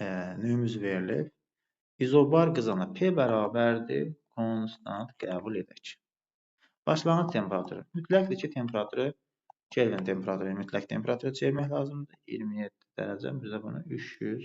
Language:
Azerbaijani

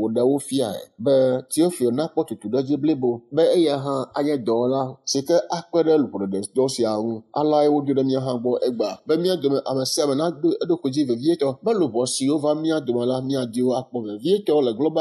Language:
Ewe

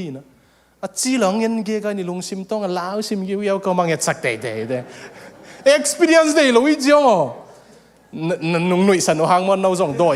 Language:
Tedim Chin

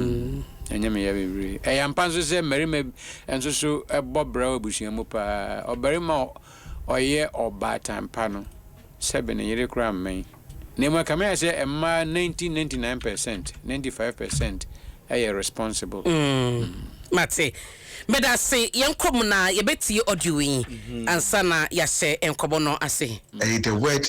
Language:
Akan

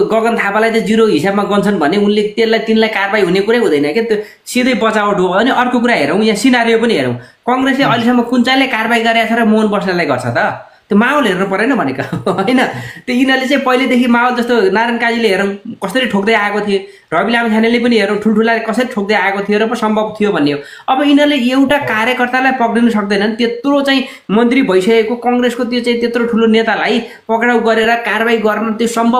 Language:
Nepali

